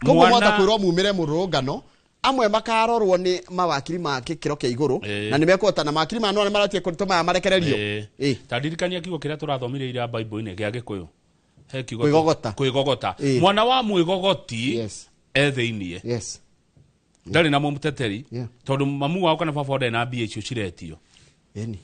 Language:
Kikuyu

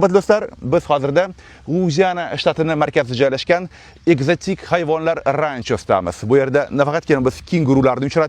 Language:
Uzbek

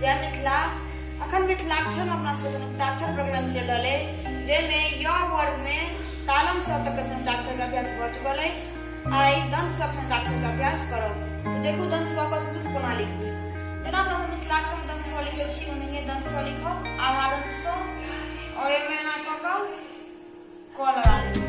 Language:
Maithili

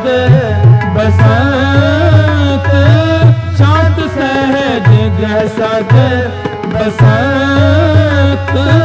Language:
Hindi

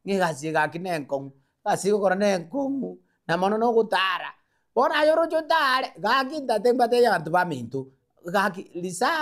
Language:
Gusii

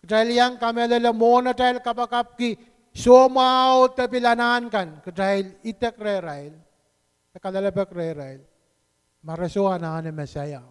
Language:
Pohnpeian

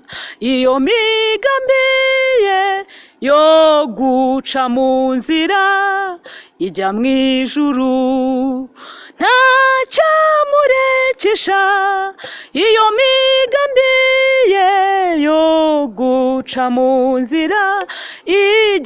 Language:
Kinyarwanda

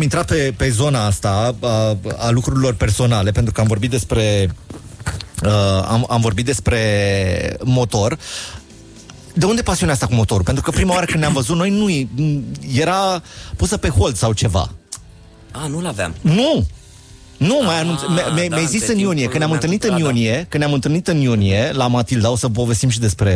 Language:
Romanian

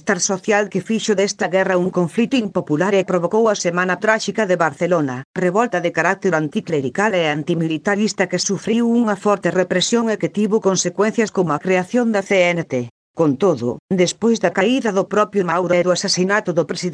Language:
Galician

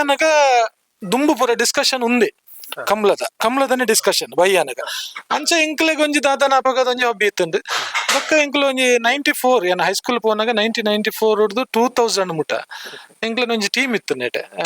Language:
Tulu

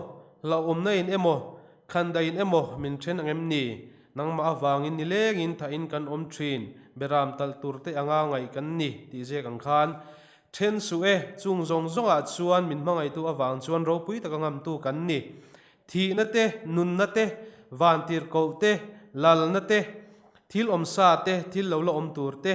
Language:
Mizo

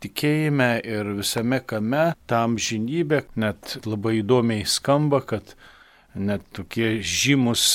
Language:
Lithuanian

